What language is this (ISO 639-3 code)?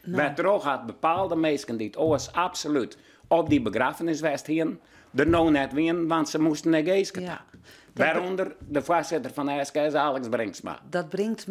fry